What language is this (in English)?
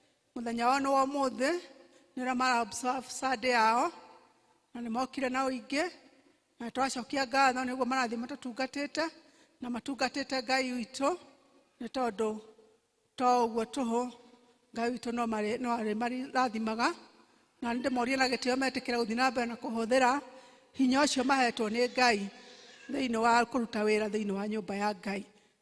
Kikuyu